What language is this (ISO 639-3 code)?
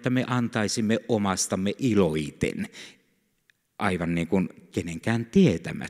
fin